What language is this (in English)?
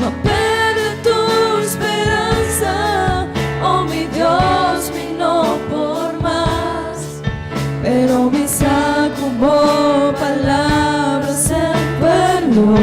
Papiamento